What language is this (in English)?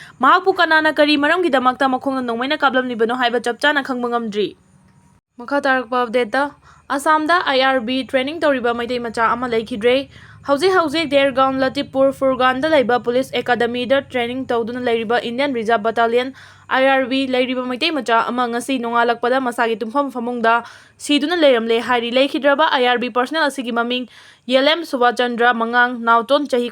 Manipuri